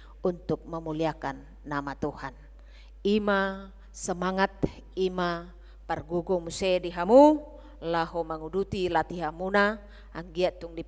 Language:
Batak Toba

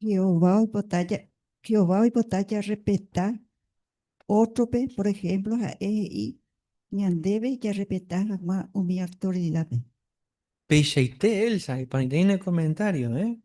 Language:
Guarani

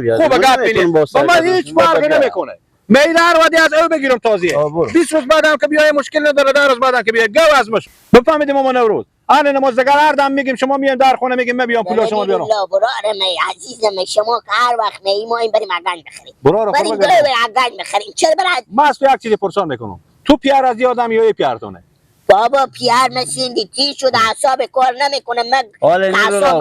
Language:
Persian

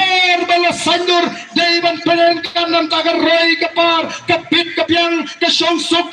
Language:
Khasi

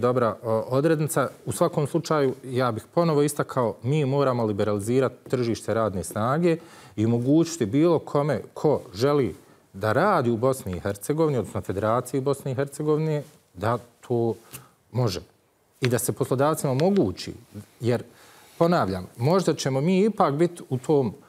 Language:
Bosnian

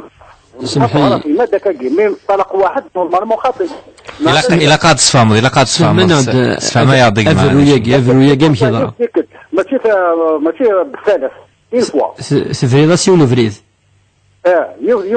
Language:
Kabyle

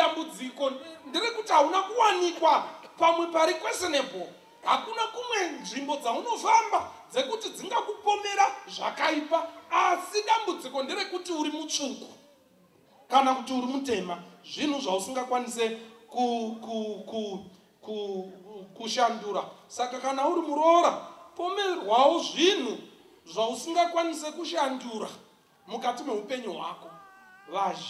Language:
Shona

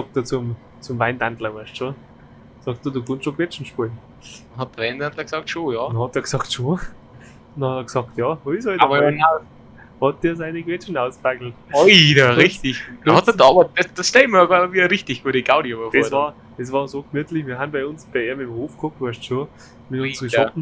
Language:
Bavarian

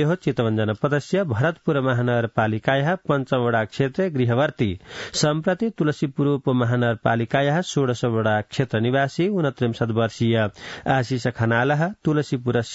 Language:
Sanskrit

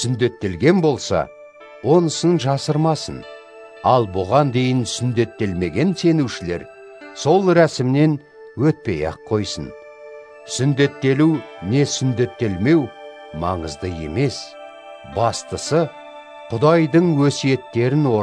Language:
Kazakh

